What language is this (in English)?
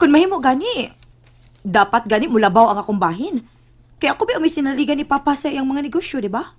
Cebuano